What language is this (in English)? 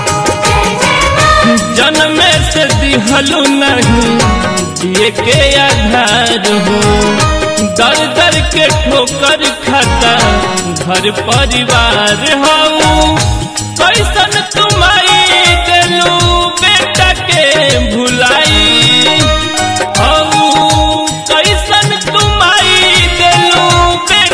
Bhojpuri